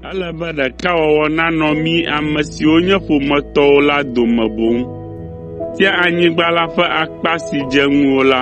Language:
Ewe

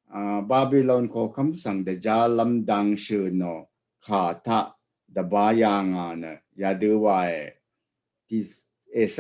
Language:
Rawang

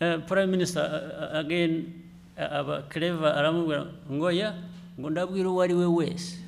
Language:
Kinyarwanda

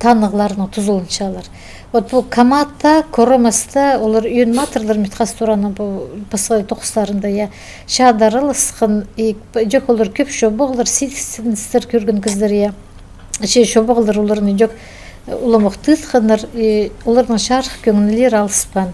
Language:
Khakas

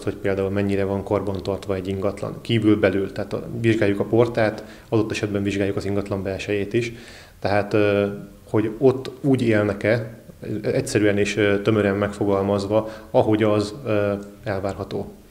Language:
Hungarian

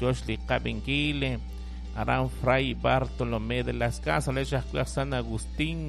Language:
Kekchí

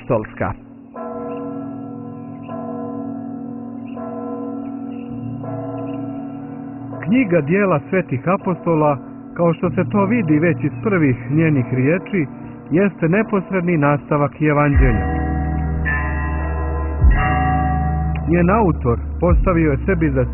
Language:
Croatian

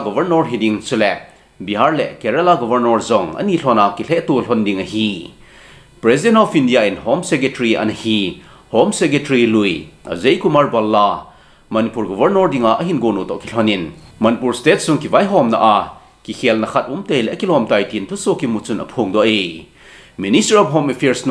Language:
Thado Chin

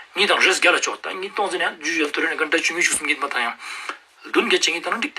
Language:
Ladakhi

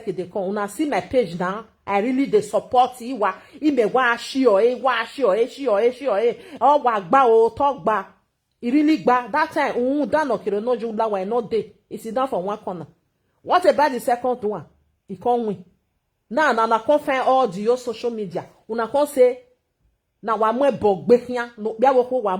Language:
Nigerian Pidgin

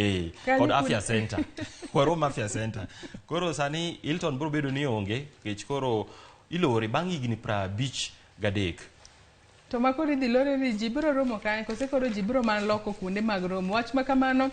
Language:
Luo (Kenya and Tanzania)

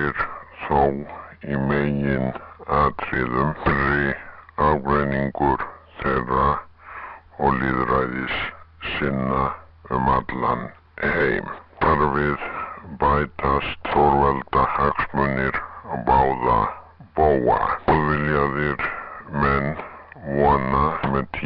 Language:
Icelandic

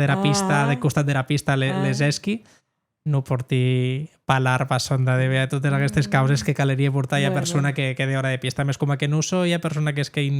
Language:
Occitan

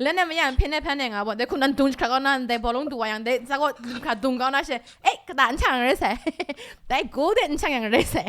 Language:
Kachin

